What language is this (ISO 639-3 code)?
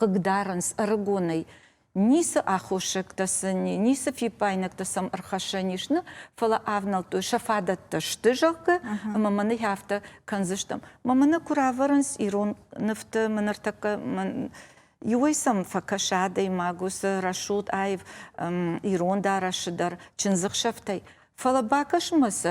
oss